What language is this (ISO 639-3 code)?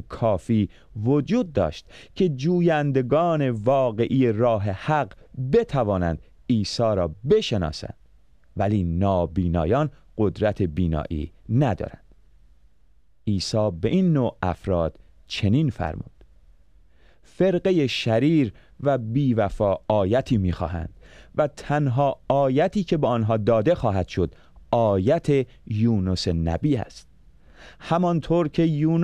fas